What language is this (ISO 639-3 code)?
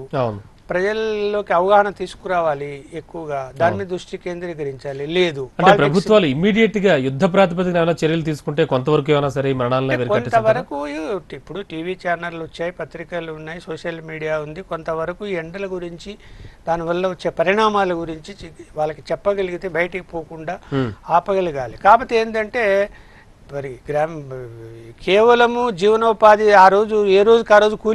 tel